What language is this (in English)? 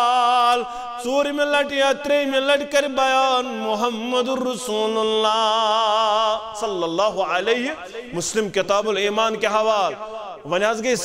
Kashmiri